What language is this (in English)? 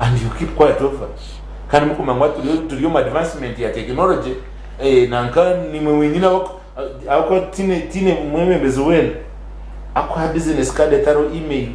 Nyankole